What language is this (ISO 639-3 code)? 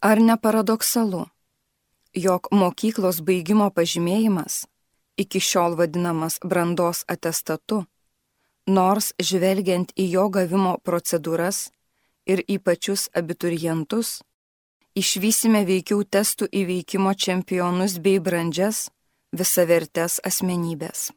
lit